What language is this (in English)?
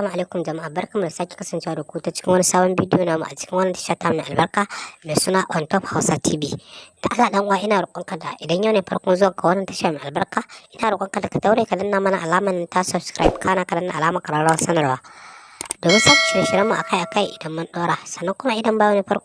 Hausa